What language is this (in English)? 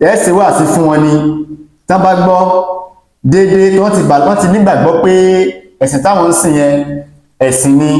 Yoruba